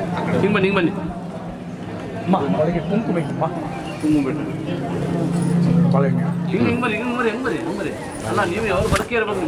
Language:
Kannada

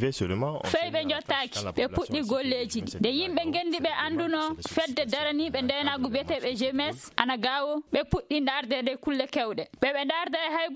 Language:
Fula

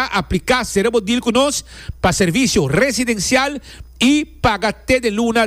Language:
Papiamento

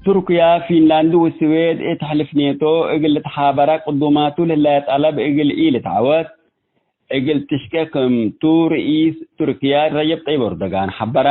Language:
Tigre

